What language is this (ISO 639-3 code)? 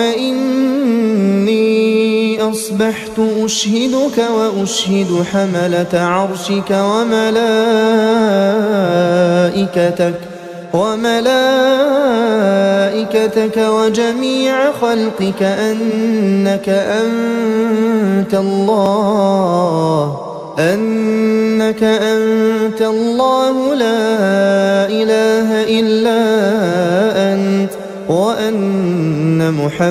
ara